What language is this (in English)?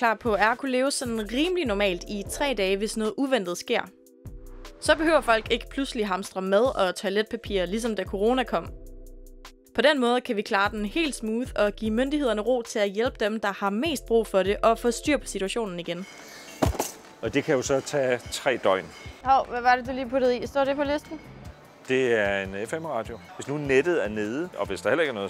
Danish